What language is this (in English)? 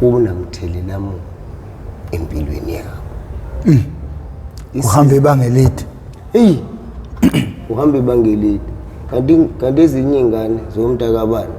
Zulu